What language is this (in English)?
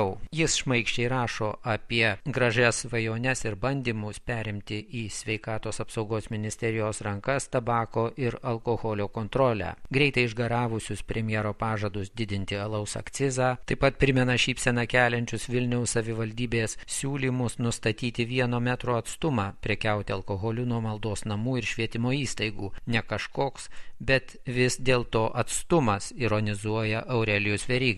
Lithuanian